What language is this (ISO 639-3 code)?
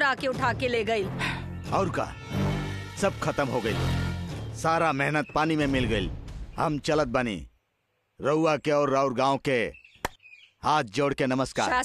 bho